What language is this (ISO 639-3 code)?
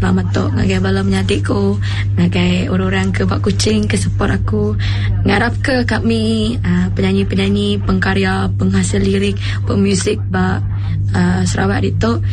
iba